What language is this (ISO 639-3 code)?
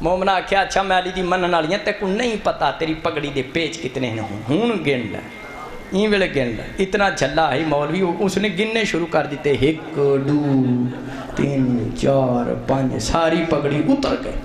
skr